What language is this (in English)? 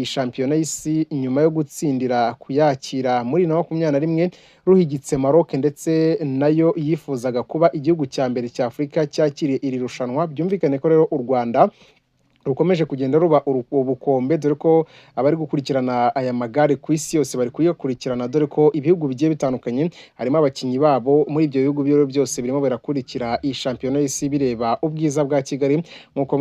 Kinyarwanda